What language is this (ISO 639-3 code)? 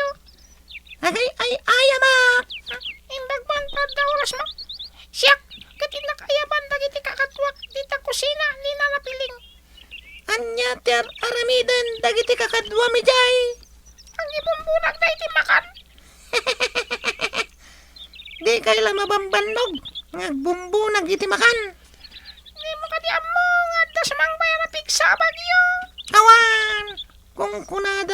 ilo